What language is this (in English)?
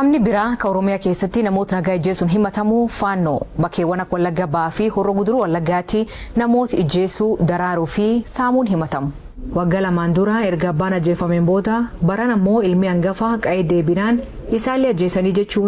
Oromo